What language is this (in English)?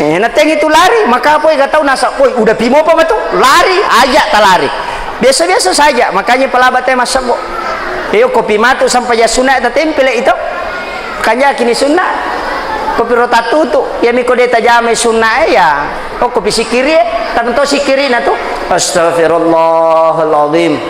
Buginese